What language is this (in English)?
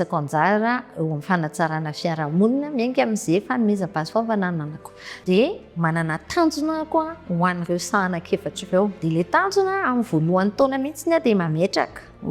Malagasy